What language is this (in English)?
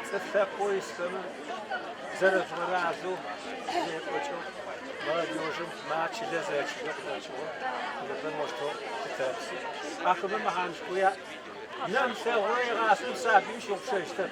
Adyghe